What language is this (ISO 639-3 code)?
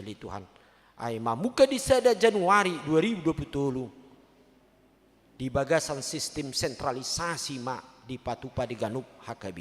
bbc